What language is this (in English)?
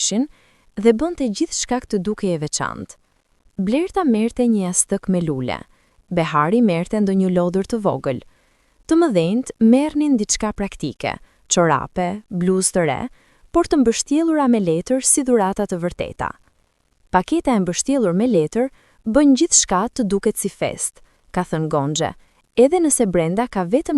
Albanian